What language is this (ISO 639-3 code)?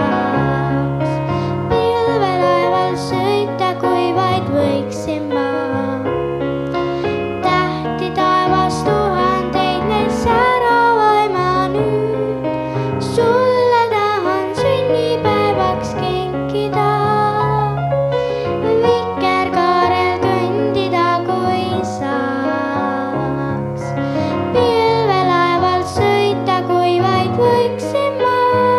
est